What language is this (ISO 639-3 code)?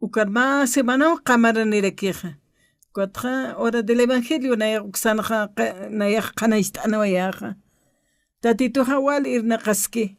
aym